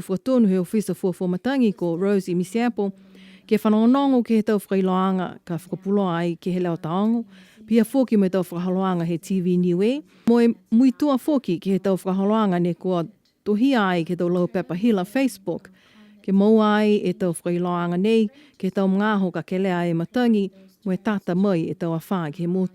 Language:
Niuean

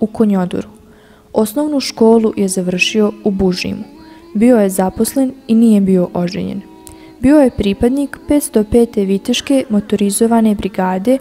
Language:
Bosnian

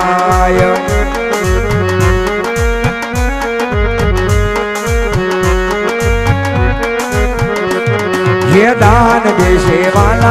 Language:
Gujarati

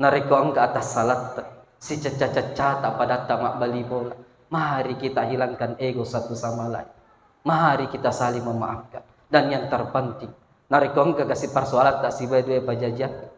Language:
Buginese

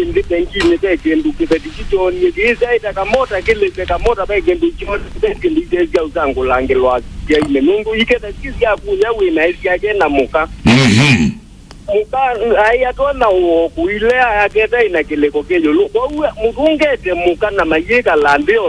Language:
Kamba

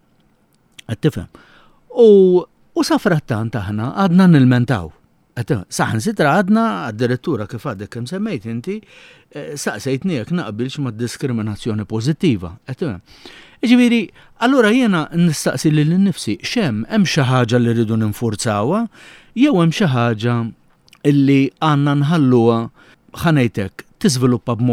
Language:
Maltese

